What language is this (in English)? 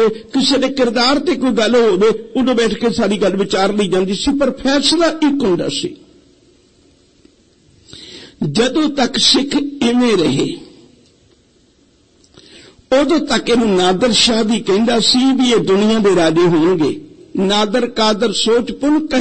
Punjabi